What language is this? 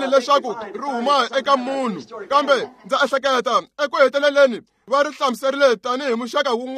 Tsonga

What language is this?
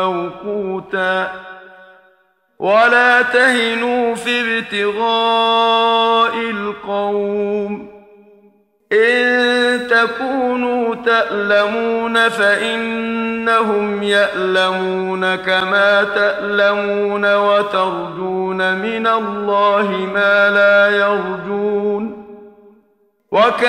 Arabic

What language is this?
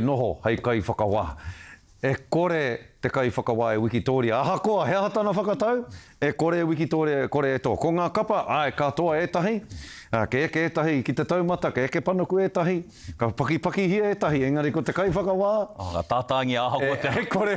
Māori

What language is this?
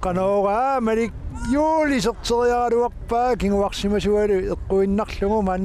Kalaallisut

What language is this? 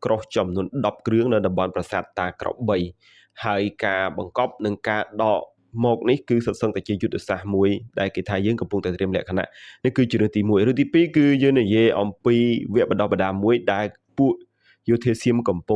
Khmer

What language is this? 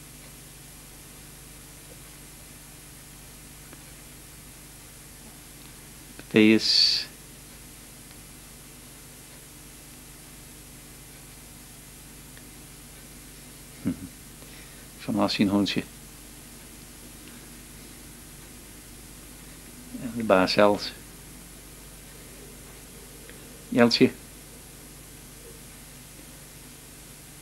Dutch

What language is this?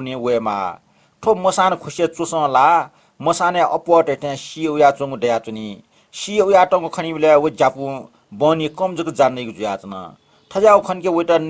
Newari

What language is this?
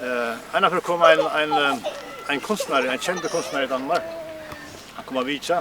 Faroese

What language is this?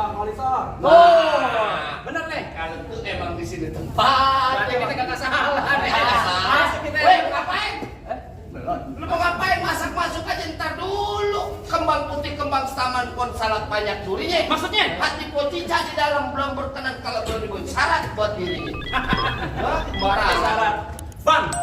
Betawi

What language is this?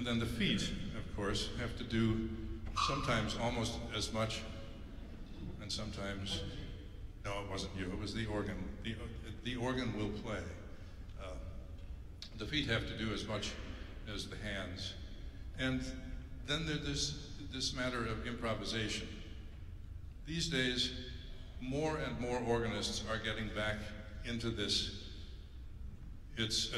English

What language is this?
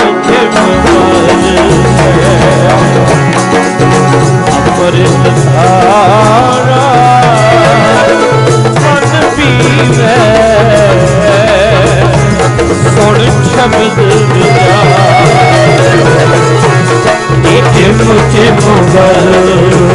Punjabi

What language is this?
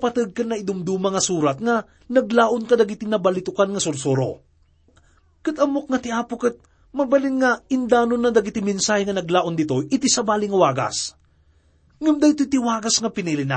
Iloko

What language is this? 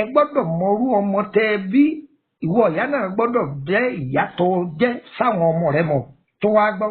Yoruba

